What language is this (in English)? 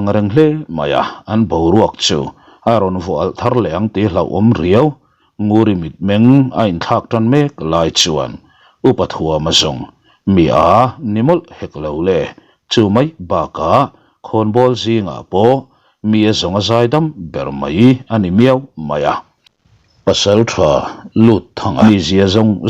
Mizo